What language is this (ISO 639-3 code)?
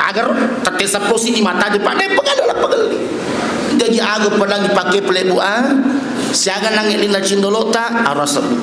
bug